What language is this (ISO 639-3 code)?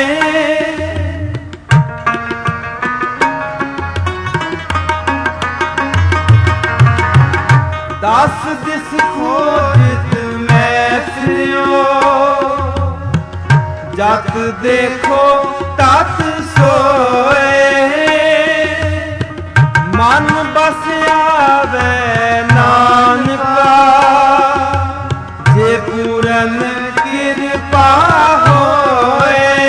pan